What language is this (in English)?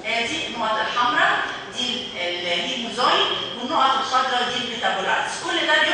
Egyptian Arabic